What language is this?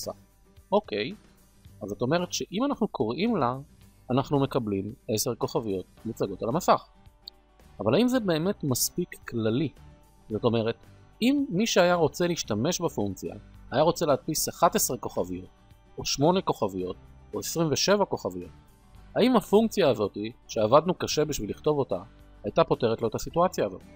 Hebrew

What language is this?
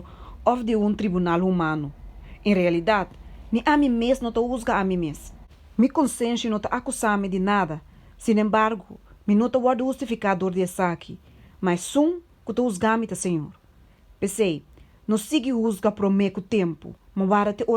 Papiamento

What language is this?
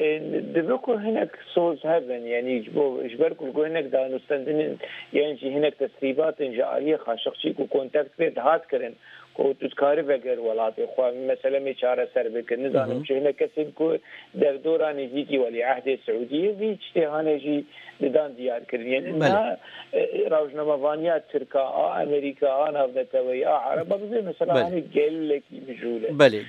Kurdish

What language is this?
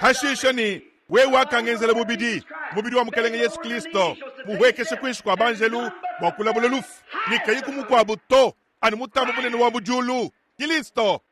Luba-Lulua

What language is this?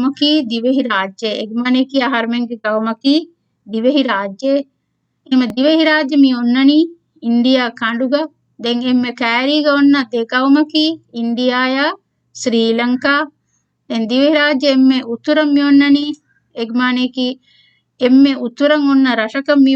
Divehi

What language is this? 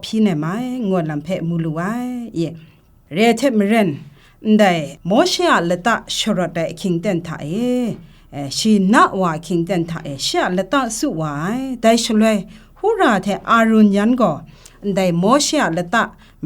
Kachin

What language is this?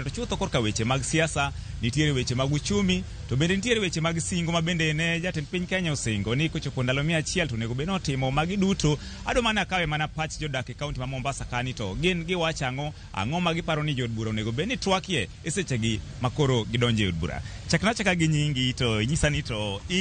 Luo (Kenya and Tanzania)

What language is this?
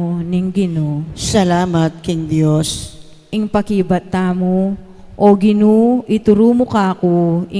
Pampanga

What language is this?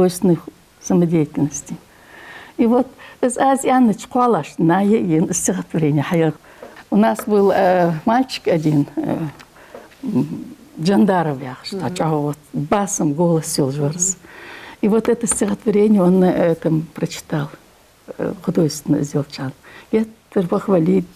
Ingush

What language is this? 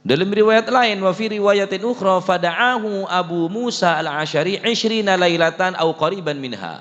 Madurese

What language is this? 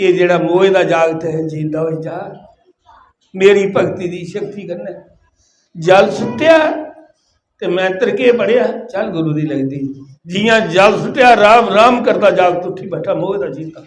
Dogri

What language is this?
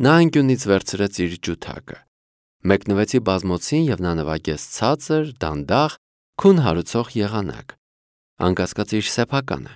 Armenian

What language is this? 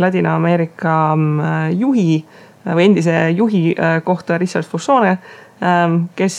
Estonian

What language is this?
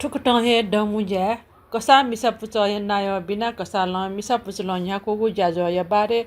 Newari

